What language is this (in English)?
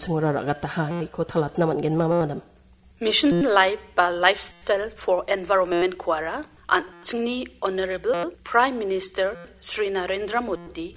Garo